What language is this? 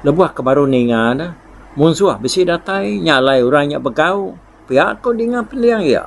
Iban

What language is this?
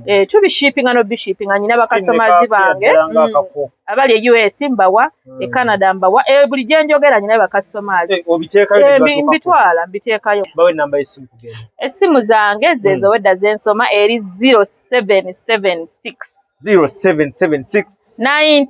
Ganda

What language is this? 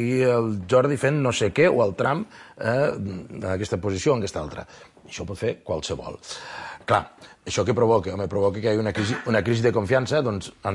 Catalan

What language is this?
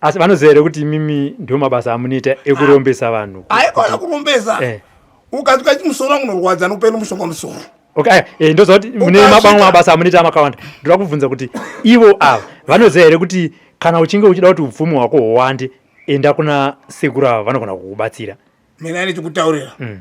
Shona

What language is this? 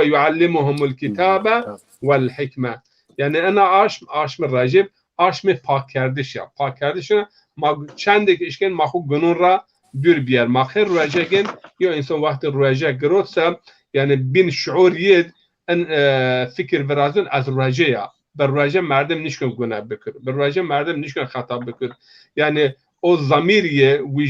Zaza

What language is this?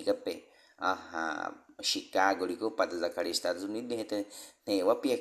Baniwa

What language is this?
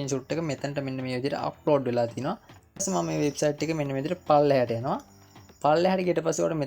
Sinhala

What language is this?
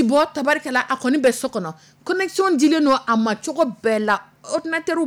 Dyula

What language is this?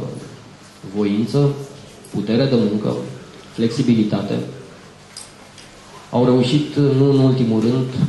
Romanian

